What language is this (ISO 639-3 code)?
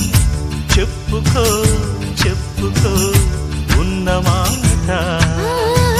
tel